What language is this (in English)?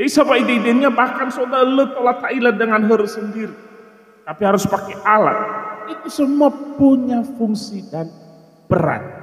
Nias